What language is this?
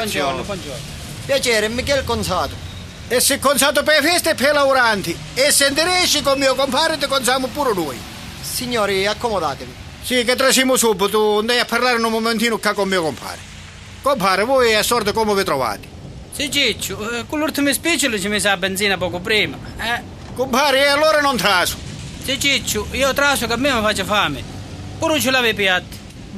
Sicilian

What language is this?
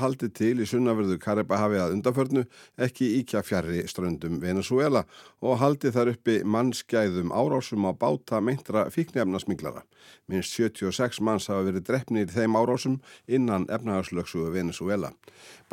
Icelandic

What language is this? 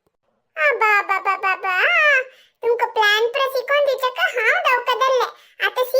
Konkani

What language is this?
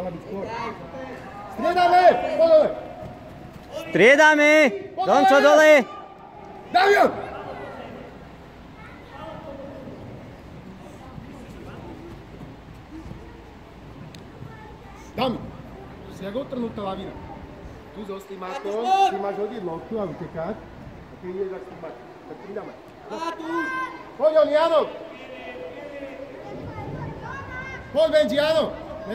Slovak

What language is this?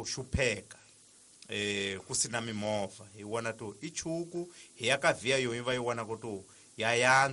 Tsonga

